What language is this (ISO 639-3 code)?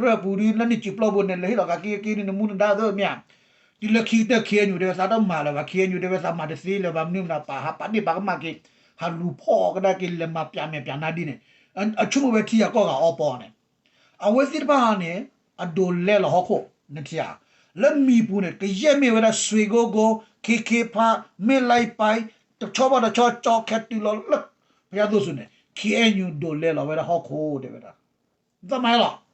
ksw